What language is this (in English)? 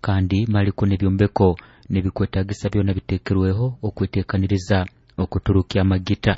Nyoro